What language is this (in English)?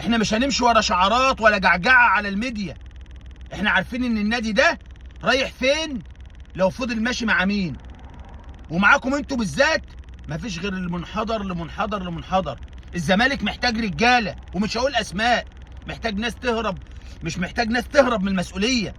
Egyptian Arabic